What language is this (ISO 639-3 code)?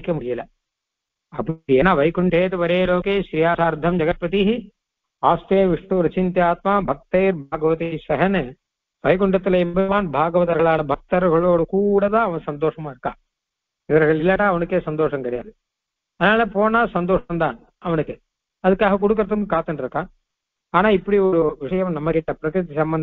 tam